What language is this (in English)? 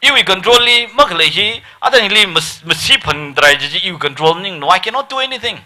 Tangkhul Naga (India)